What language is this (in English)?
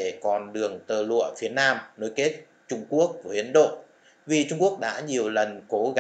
Vietnamese